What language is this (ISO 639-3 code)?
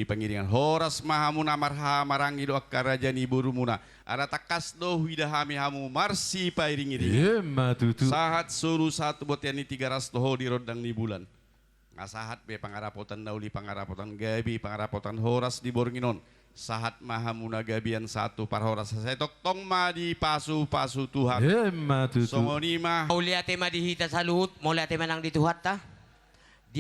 bbc